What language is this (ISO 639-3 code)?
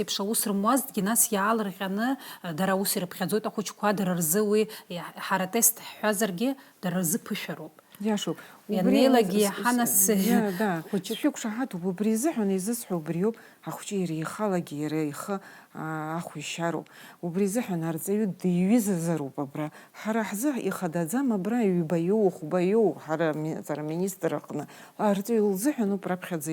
abk